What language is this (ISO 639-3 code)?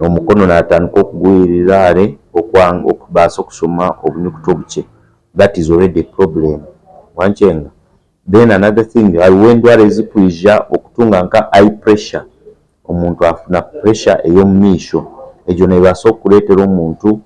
nyn